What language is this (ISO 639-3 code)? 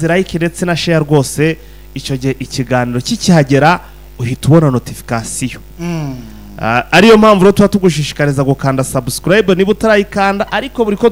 kin